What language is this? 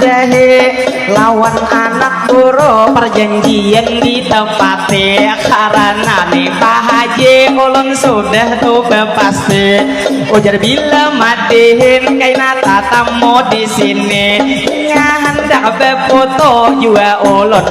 Banjar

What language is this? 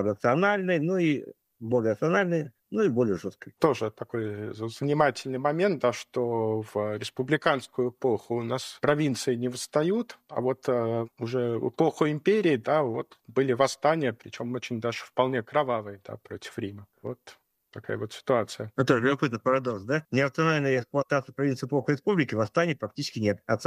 Russian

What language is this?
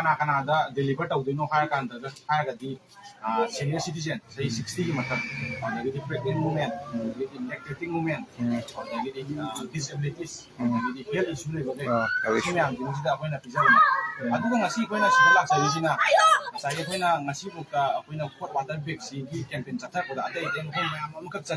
Manipuri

